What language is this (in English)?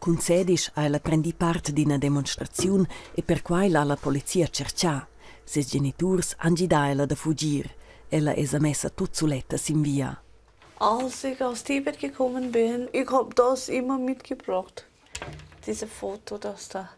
Romansh